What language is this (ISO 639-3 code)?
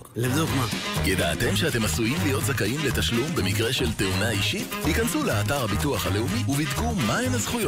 heb